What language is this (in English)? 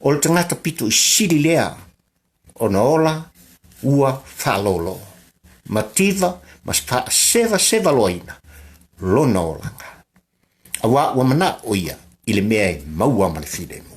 Samoan